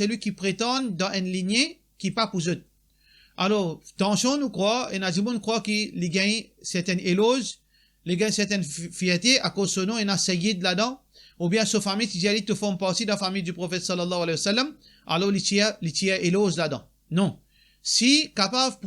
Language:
Morisyen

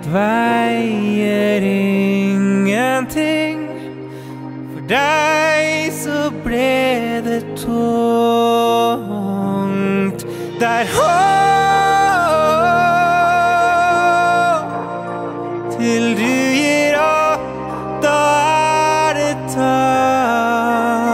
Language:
Norwegian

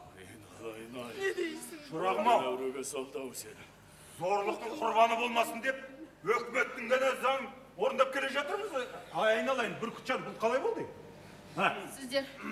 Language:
Kazakh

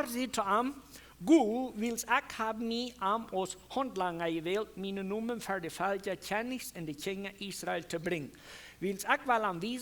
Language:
Plautdietsch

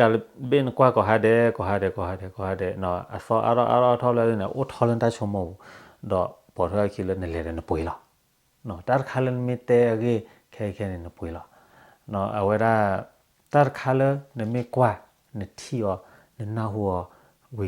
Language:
S'gaw Karen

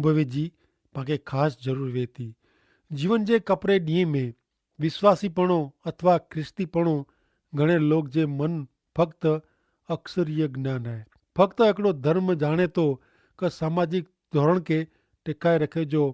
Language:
Kachhi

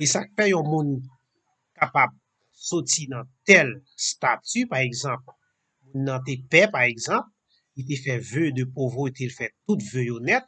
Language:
Haitian Creole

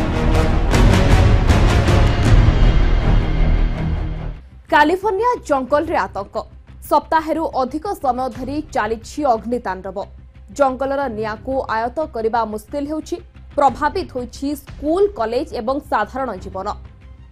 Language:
Odia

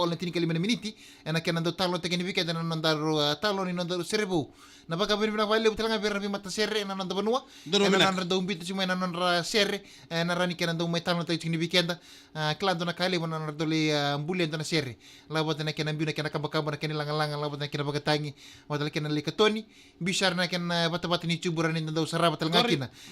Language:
Fijian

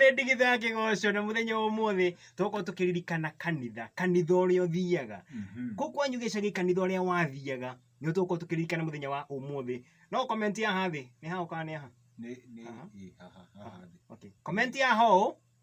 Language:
Kikuyu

